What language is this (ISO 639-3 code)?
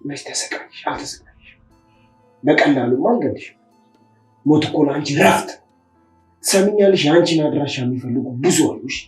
amh